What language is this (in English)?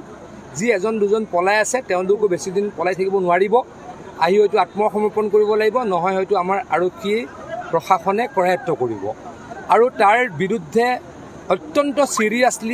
Assamese